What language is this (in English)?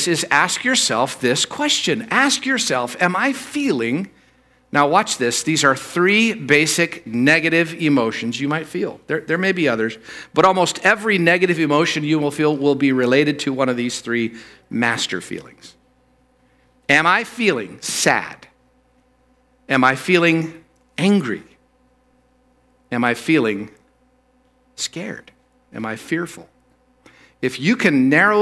English